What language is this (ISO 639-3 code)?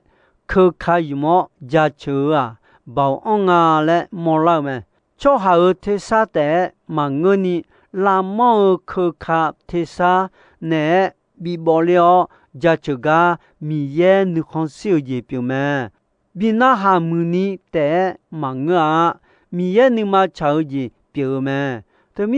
ahk